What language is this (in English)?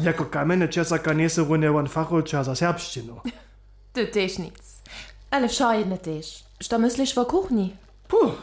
Upper Sorbian